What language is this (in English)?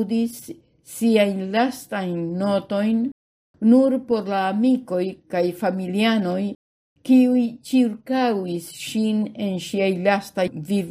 Esperanto